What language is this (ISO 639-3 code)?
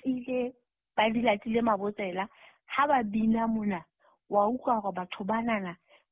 sot